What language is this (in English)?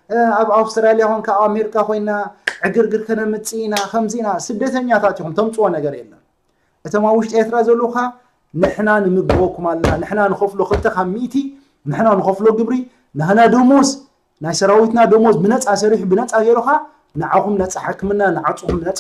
Tigrinya